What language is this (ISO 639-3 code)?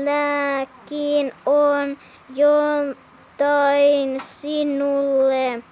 fin